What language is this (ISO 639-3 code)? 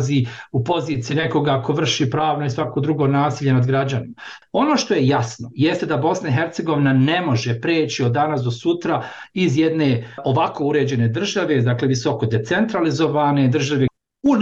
bos